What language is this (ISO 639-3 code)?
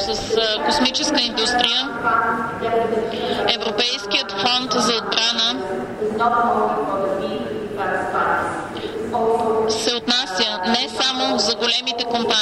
bul